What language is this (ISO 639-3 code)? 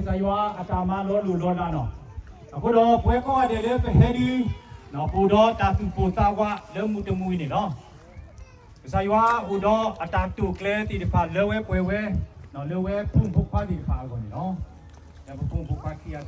ksw